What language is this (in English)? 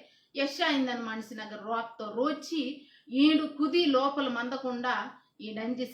Koya